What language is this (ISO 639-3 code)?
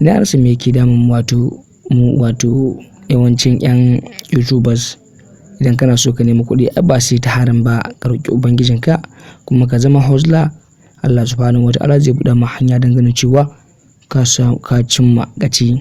hau